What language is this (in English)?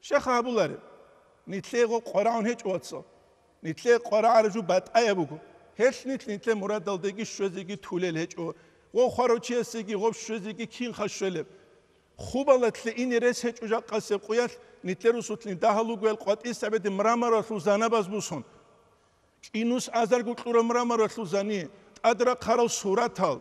Avaric